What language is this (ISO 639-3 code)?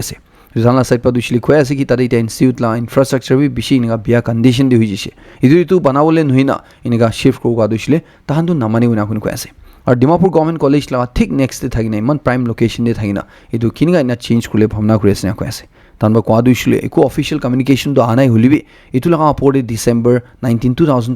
nag